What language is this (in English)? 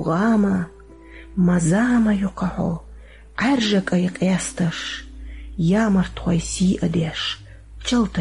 Chechen